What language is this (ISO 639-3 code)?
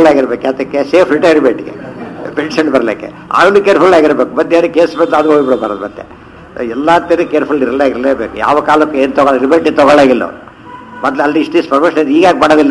kan